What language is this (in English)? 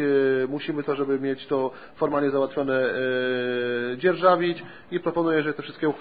Polish